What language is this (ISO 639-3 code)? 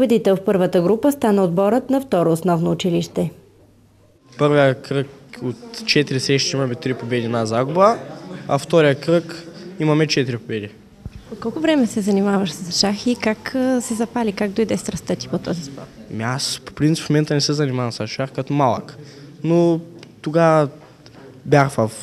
bul